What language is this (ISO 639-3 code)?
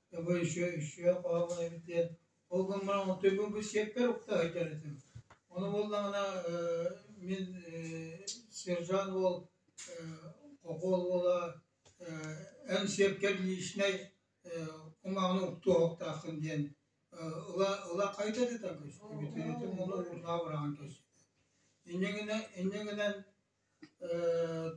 sah